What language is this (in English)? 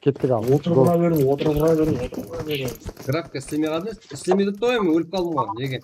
Kara-Kalpak